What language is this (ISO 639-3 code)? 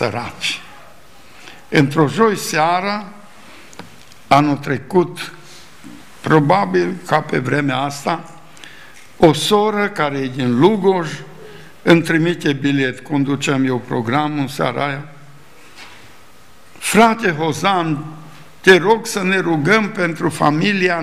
ron